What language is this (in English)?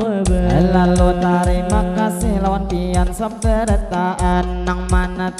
Banjar